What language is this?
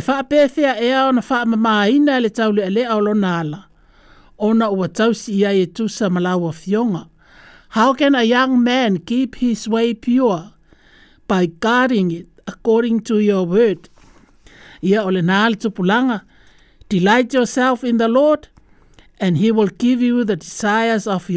Samoan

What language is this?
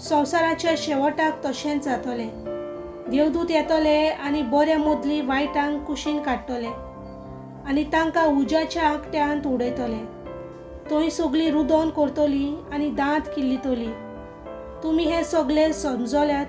Konkani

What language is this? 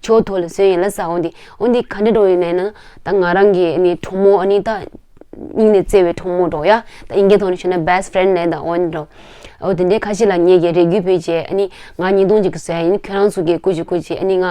Tibetan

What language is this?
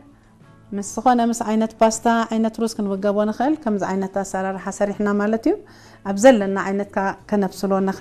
Tigrinya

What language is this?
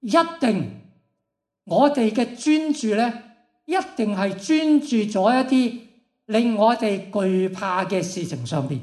Cantonese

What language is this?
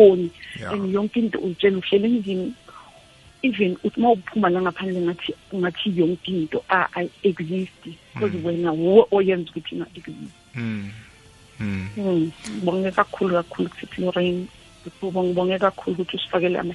South Ndebele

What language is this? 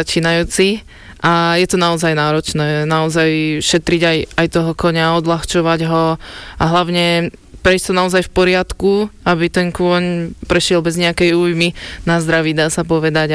Slovak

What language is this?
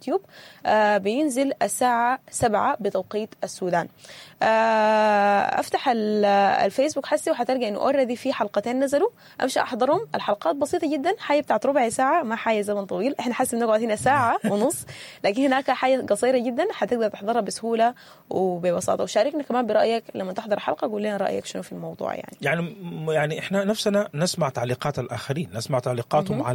Sudanese Arabic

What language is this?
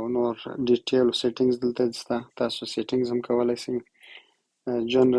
Pashto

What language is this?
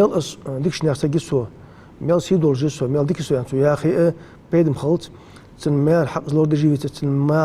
Ingush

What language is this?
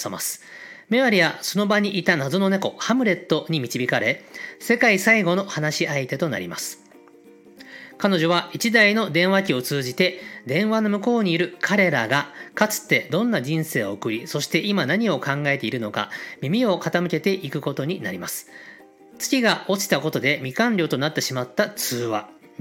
Japanese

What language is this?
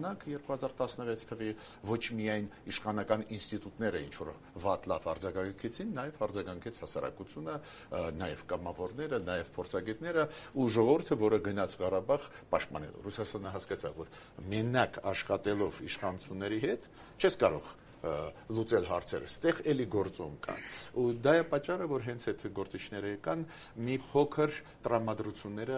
Armenian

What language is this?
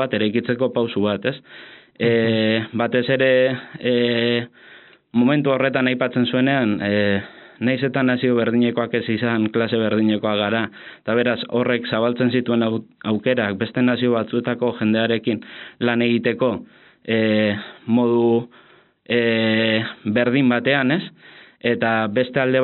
Basque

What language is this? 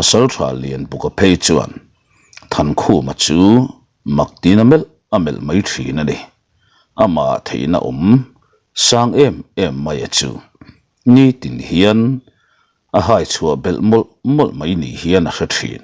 Mizo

